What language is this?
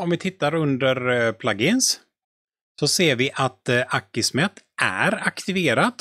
Swedish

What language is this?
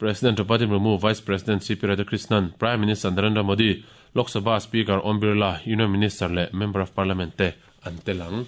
Mizo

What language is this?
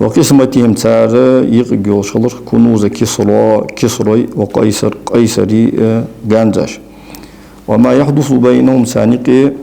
Ingush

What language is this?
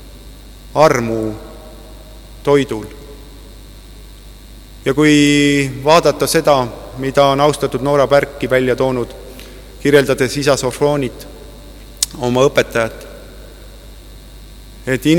Estonian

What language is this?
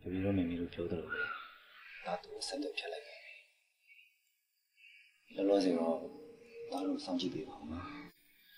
Burmese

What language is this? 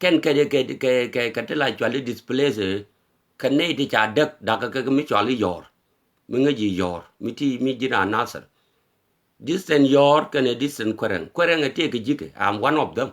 Nuer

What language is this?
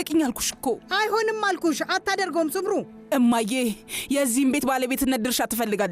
Amharic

